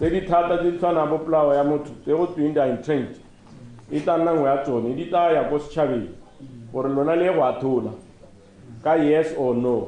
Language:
Tswana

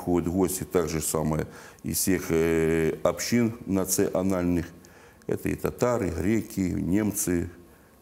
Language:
Russian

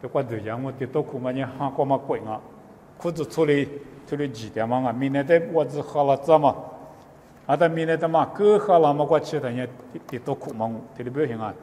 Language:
Lisu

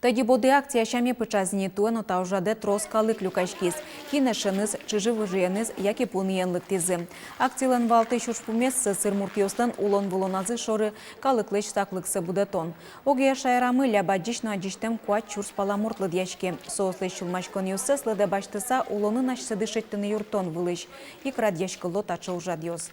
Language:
Udmurt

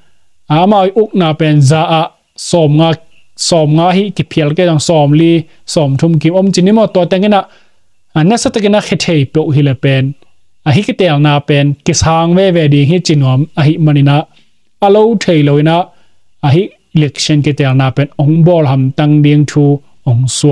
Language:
Tedim Chin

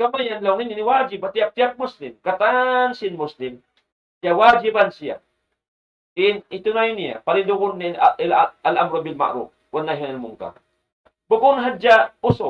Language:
Tausug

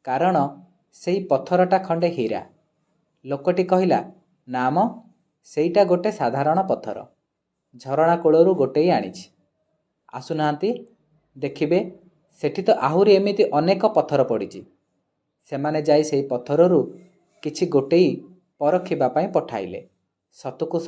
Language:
Odia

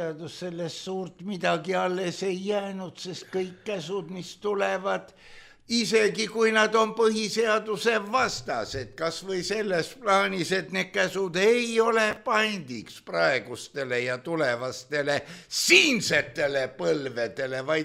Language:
Estonian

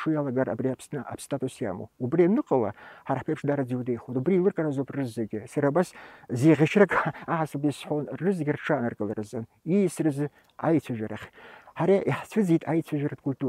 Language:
Abkhazian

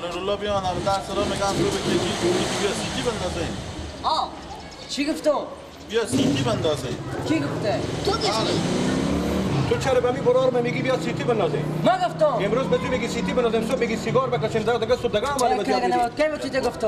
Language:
Persian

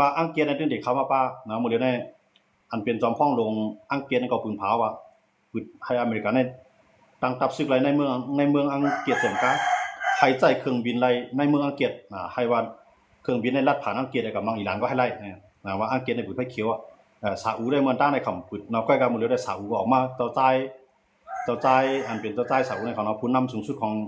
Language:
Shan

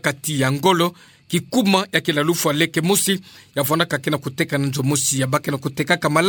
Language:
Kituba (Democratic Republic of Congo)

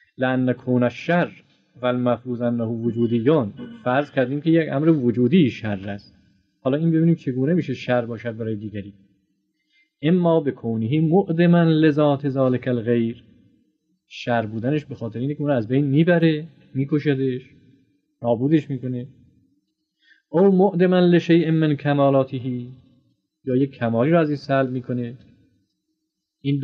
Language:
Persian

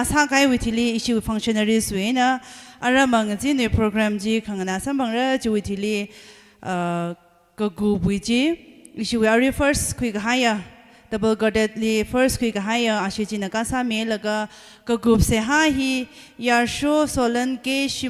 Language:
Tangkhul Naga (India)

